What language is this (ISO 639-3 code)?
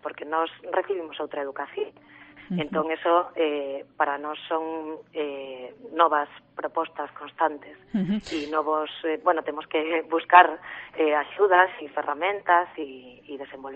glg